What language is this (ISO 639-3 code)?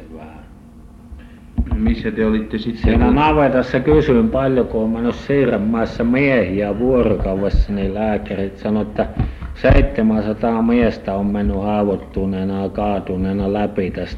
fin